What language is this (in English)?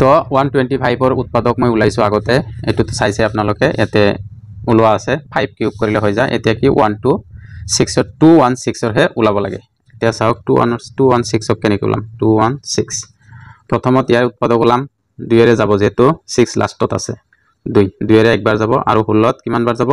Assamese